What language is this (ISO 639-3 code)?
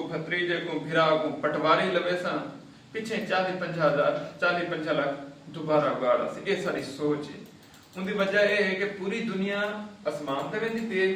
skr